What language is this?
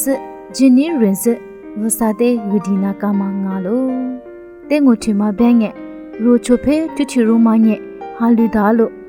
Lisu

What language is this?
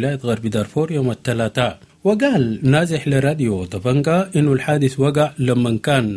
Sudanese Arabic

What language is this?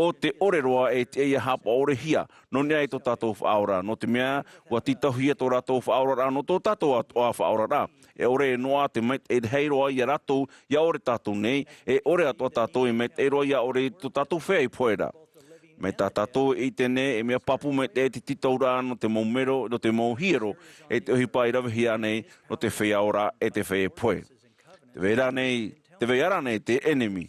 Tahitian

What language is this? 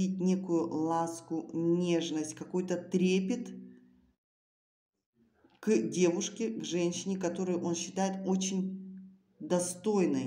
Russian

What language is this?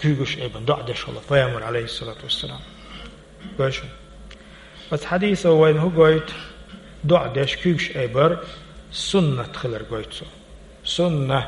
Chechen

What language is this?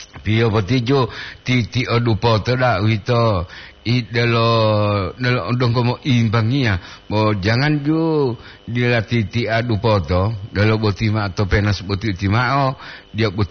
Gorontalo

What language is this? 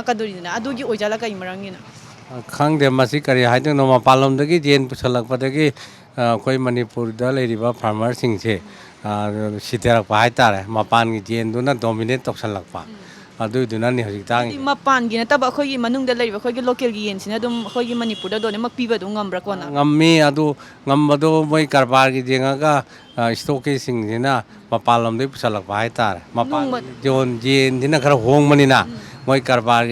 Manipuri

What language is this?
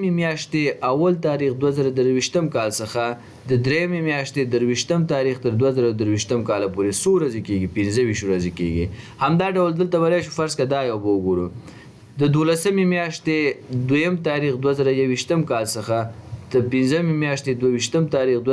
Pashto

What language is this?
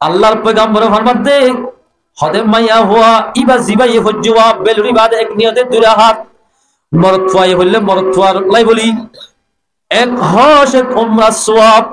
Rohingya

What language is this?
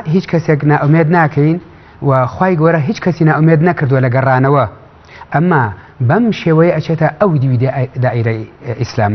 Central Kurdish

